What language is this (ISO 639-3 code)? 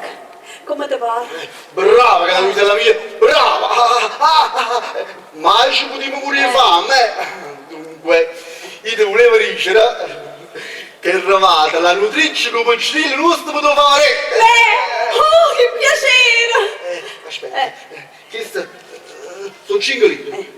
nap